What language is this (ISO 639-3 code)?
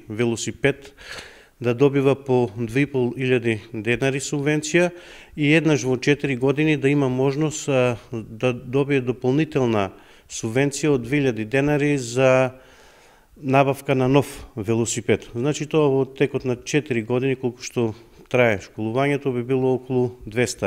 mkd